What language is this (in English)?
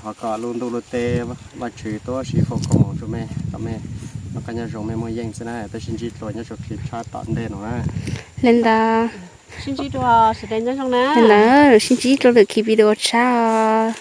Hmong